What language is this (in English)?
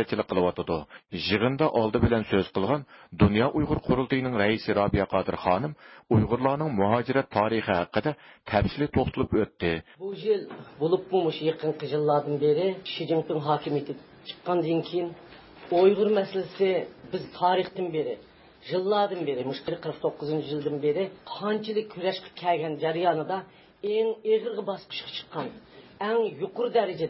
Uyghur